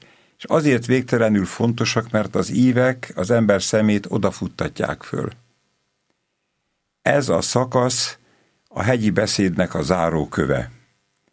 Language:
Hungarian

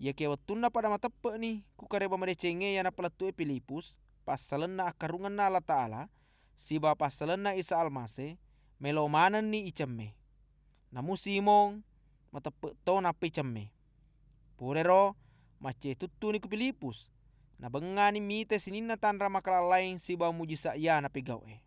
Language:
Buginese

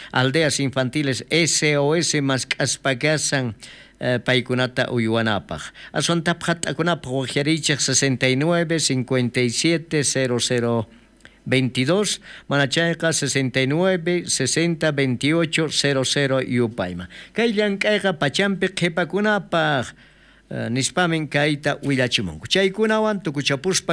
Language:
South Bolivian Quechua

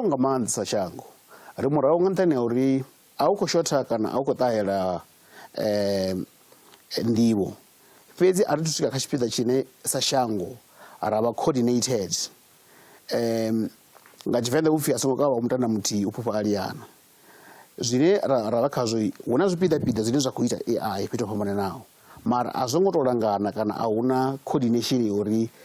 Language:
Venda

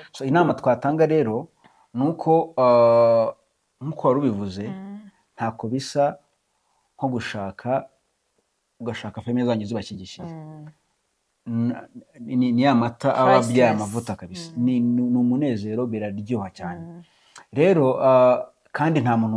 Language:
Kinyarwanda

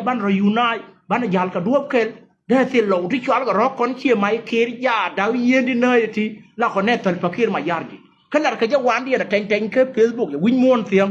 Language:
Nuer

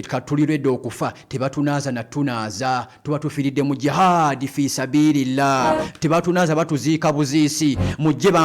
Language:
Ganda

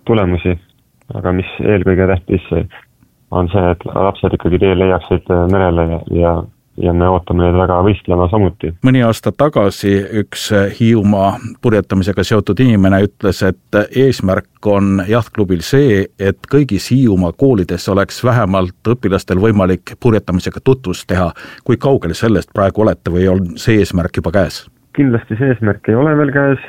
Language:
Estonian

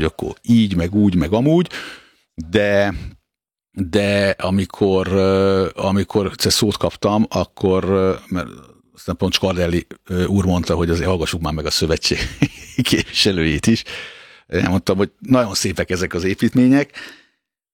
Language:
Hungarian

